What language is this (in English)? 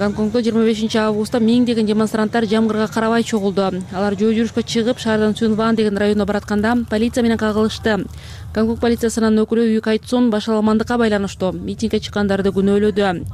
Kyrgyz